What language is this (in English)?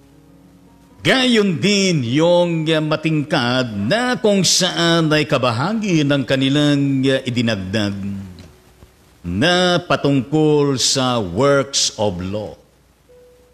Filipino